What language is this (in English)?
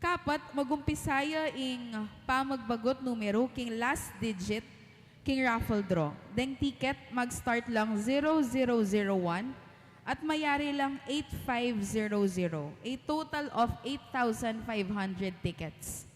Pampanga